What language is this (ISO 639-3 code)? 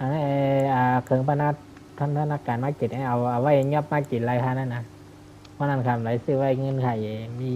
shn